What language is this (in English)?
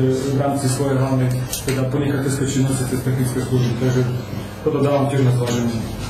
Slovak